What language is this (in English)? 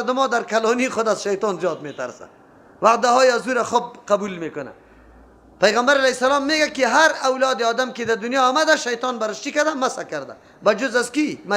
Persian